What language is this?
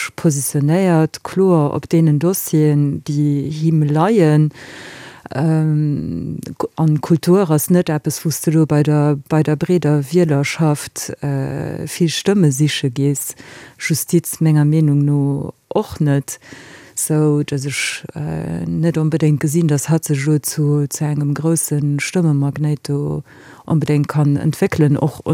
Luxembourgish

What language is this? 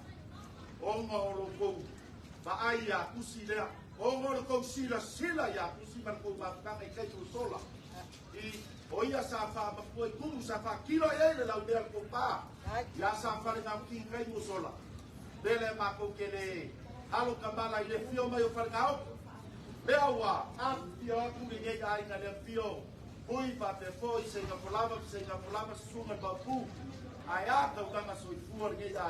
Samoan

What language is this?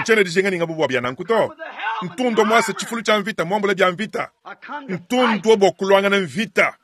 Luba-Lulua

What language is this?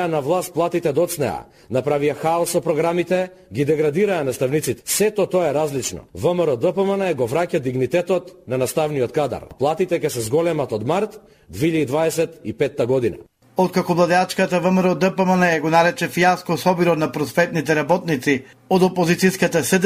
Macedonian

